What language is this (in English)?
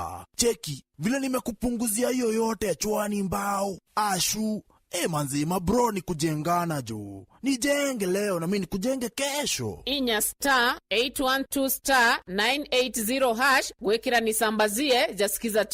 Meru